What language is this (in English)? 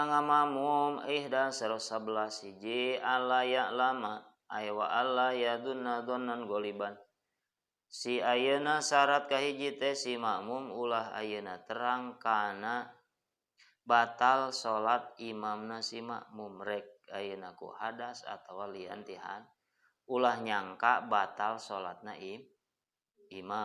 Sundanese